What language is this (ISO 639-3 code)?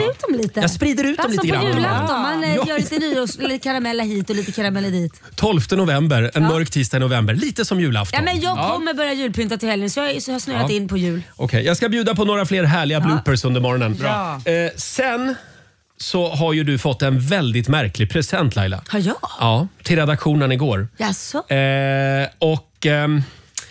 swe